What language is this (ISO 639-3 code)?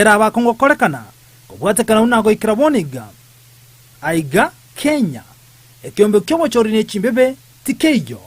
guz